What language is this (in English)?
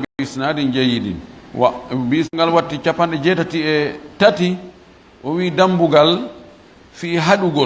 Fula